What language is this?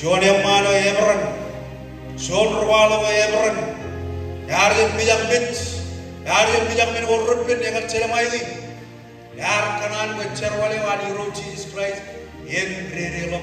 Marshallese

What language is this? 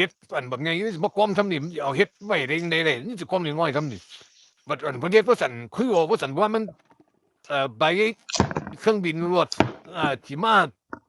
Northeastern Thai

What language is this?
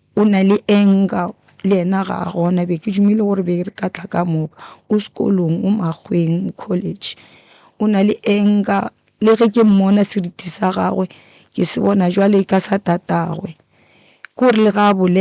Northern Sotho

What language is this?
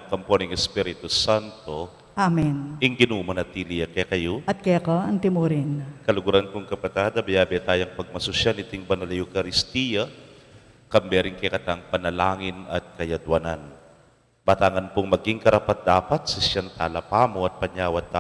Pampanga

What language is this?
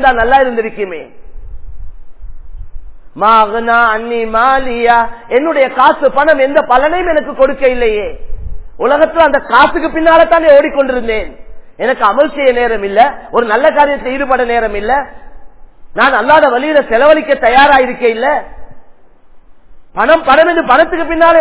Tamil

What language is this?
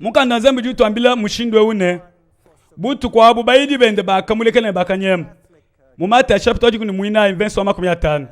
Luba-Lulua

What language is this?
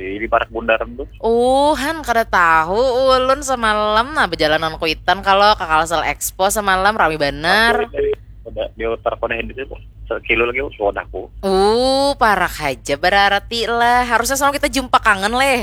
Banjar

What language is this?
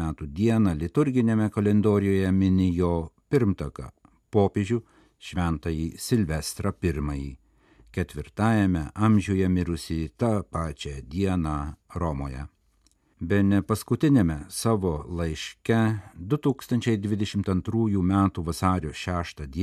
Lithuanian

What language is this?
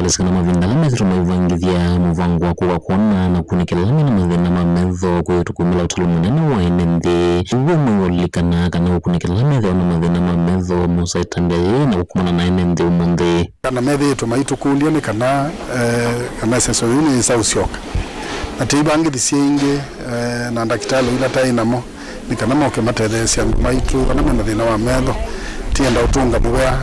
Kamba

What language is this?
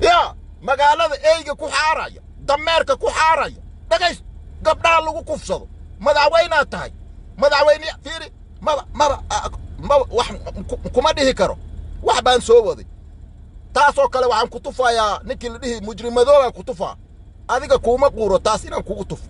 Somali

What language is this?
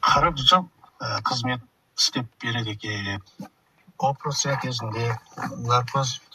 Kazakh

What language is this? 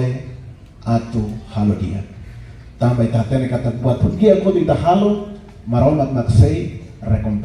Tetum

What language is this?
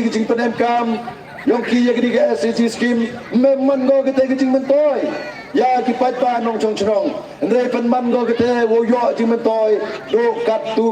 Pnar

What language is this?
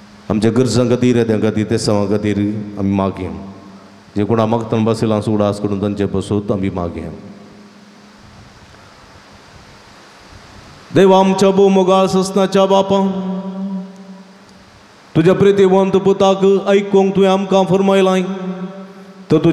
Konkani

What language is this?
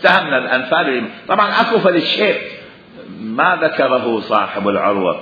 Mesopotamian Arabic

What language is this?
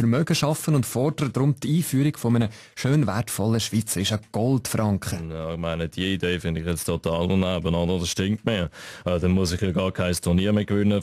Swiss German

